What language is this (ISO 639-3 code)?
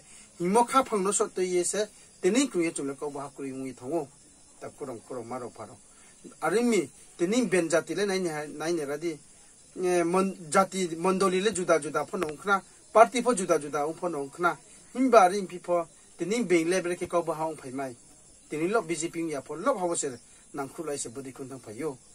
ria